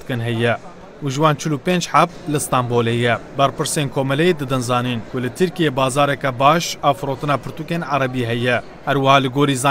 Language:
Kurdish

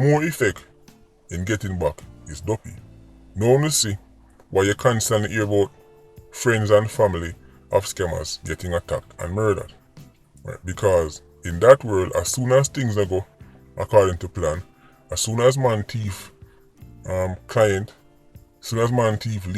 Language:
Jamaican Creole English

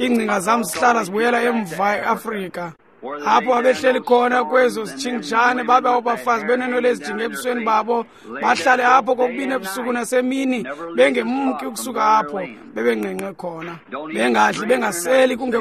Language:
Xhosa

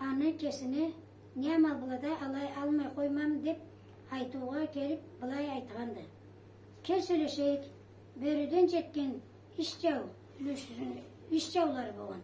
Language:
Karachay-Balkar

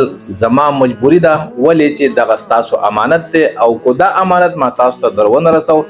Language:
Pashto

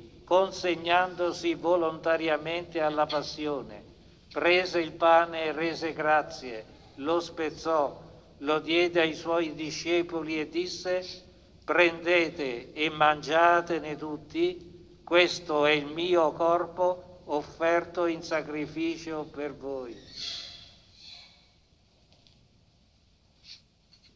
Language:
Italian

